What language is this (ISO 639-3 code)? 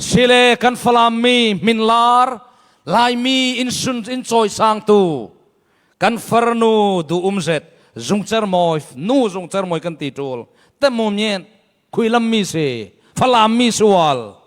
cfm